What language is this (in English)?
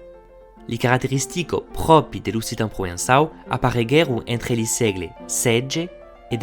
Occitan